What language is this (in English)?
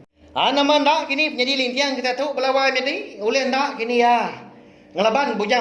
Iban